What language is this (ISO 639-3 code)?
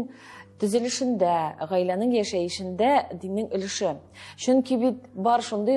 tat